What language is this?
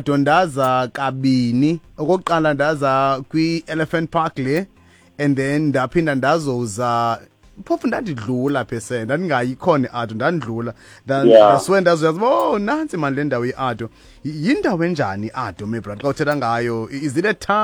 Xhosa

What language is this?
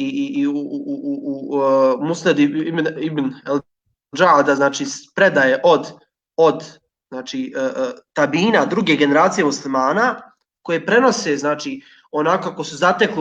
Bosnian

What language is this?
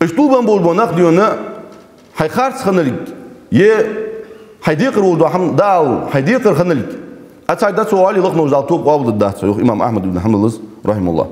Ingush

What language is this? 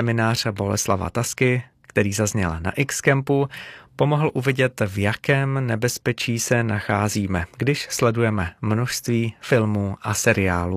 Czech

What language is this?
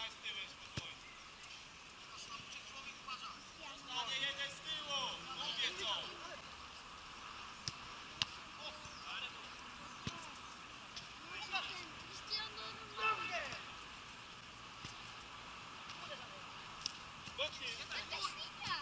Polish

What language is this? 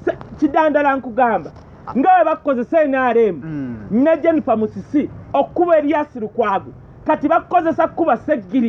Ganda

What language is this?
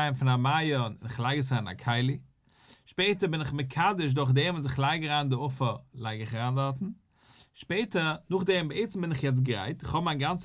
Yiddish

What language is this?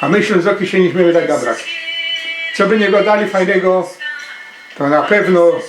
Silesian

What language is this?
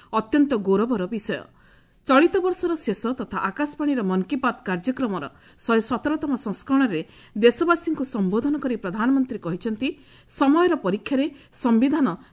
Odia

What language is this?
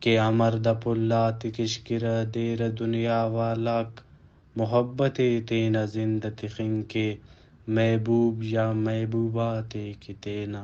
Brahui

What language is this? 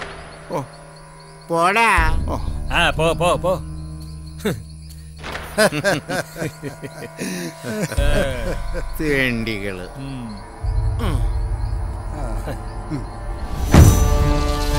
Malayalam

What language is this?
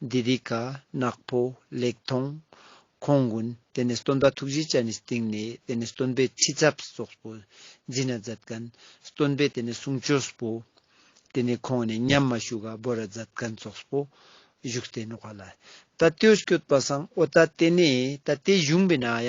Ladakhi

